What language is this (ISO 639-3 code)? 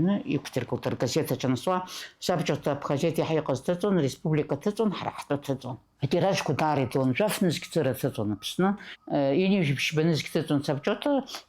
abk